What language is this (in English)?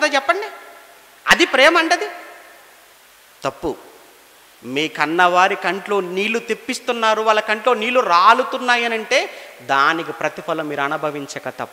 Telugu